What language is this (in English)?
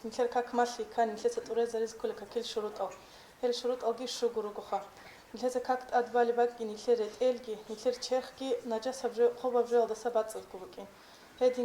Avaric